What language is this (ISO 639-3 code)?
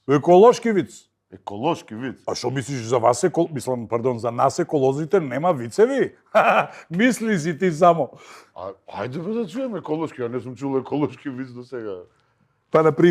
mkd